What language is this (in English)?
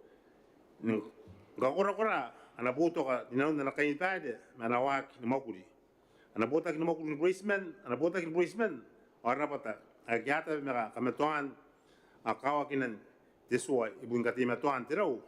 Gilbertese